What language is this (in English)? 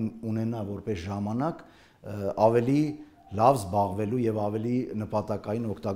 Armenian